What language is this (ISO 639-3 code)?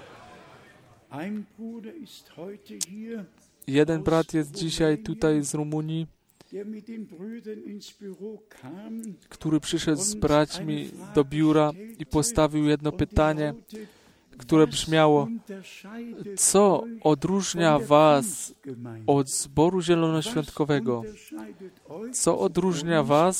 pol